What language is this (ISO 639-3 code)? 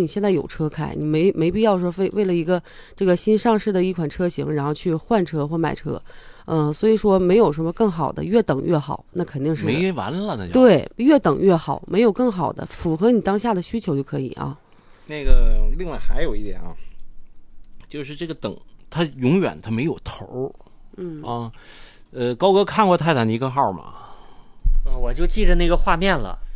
zho